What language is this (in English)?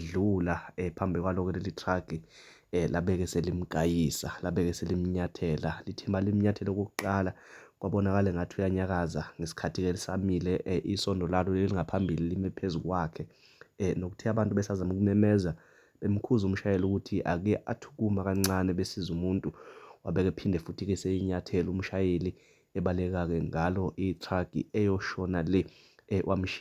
Zulu